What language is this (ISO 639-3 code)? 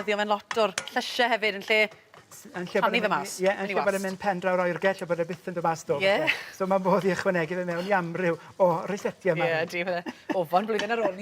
cym